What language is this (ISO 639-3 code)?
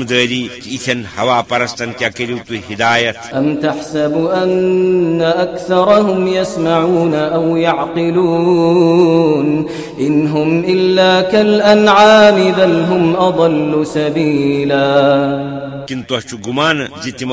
kas